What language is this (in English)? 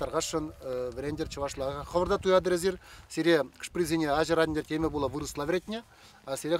Chuvash